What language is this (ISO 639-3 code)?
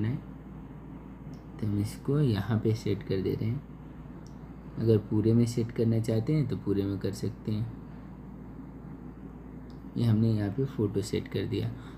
hin